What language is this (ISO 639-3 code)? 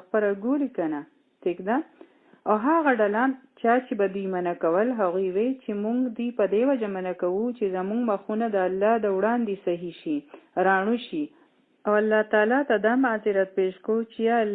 pus